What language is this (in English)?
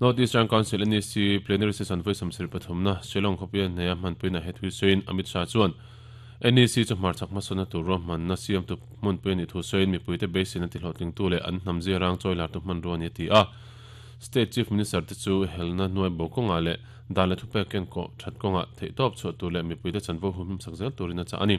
Mizo